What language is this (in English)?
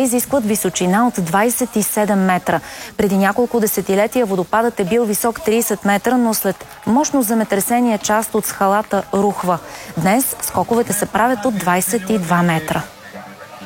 Bulgarian